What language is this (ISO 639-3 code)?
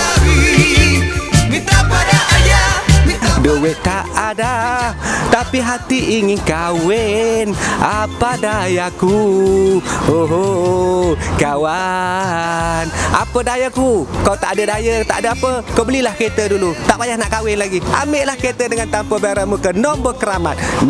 msa